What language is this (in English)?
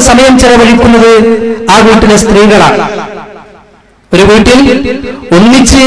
Malayalam